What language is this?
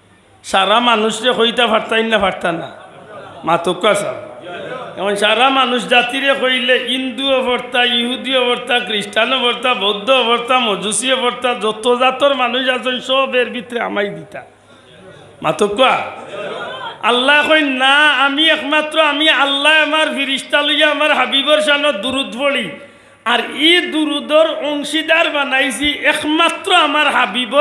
Sylheti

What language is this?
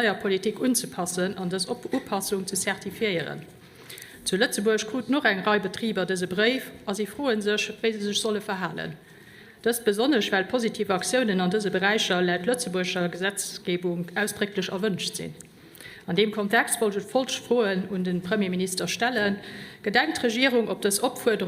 Luxembourgish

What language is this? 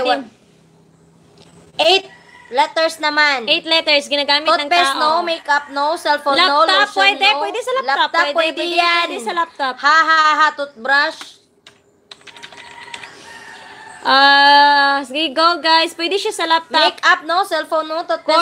Filipino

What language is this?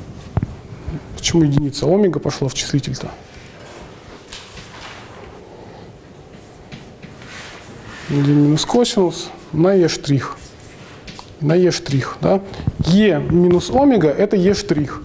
Russian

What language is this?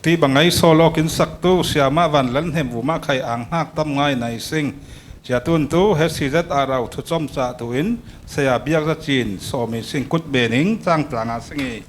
Falam Chin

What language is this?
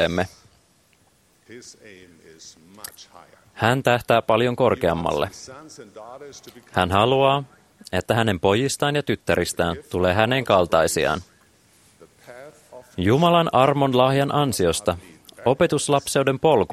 Finnish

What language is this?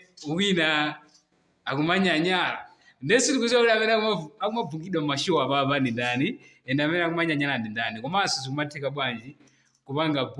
Nyanja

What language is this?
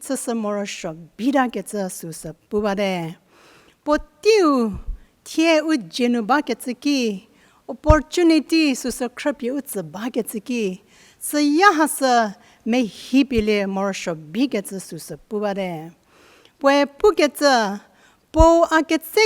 Angami Naga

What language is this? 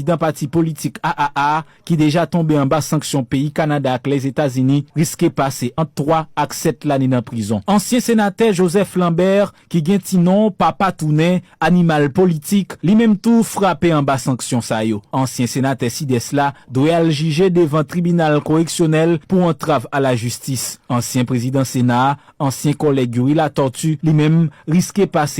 Haitian Creole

